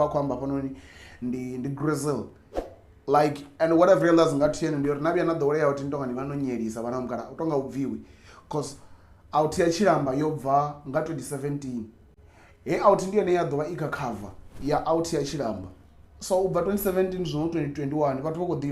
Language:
Venda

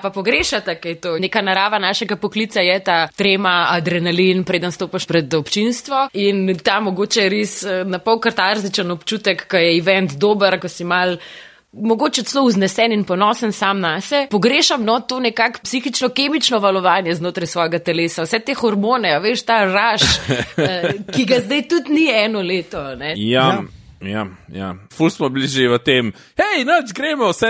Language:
Slovenian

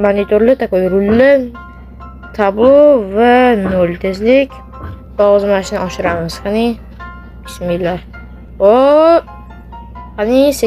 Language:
Uzbek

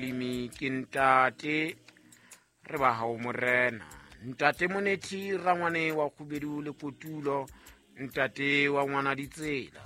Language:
Southern Sotho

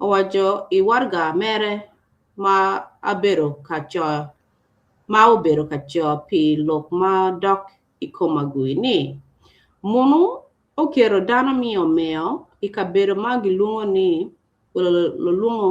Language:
Acoli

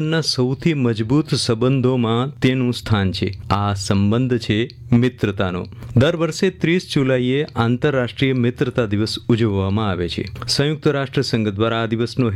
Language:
Gujarati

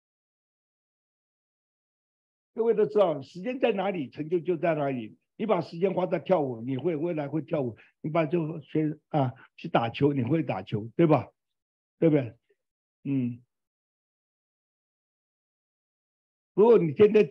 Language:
Chinese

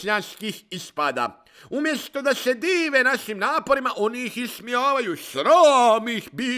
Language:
Bosnian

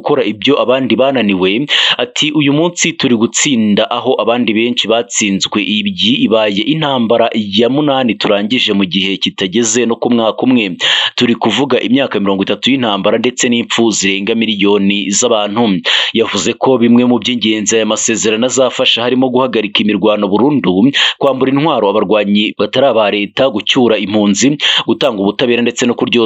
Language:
Kinyarwanda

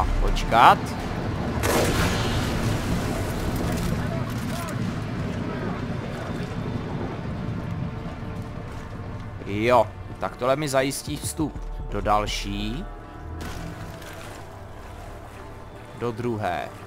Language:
Czech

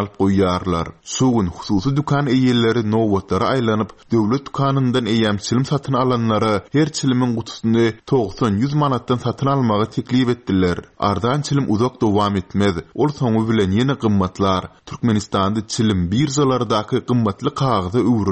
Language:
Turkmen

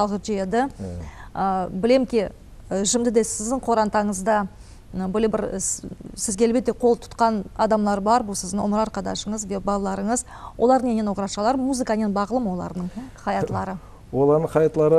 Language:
Crimean Tatar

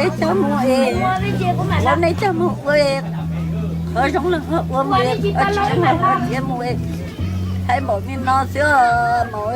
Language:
Hmong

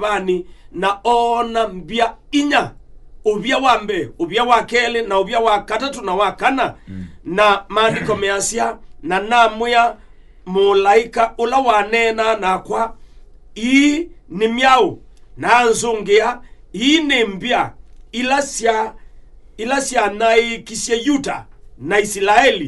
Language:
Kamba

